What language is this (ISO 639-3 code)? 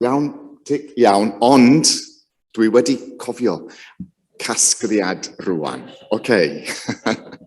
cym